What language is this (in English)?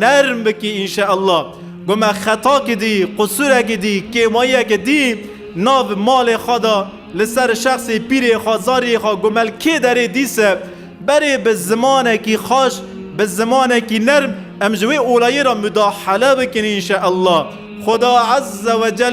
Kurdish